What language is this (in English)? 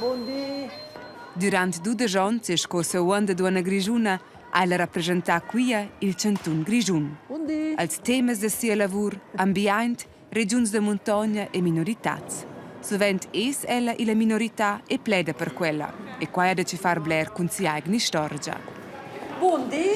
Romansh